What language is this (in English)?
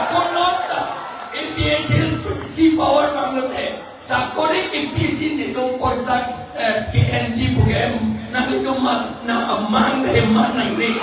Karbi